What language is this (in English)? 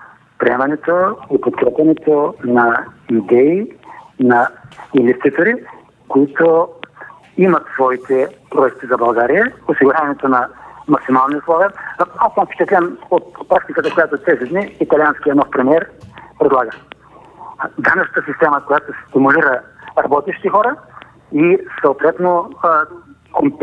Bulgarian